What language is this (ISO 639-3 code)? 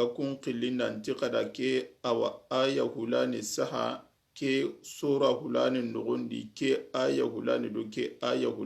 snk